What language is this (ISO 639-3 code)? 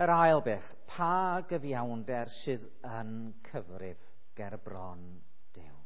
cym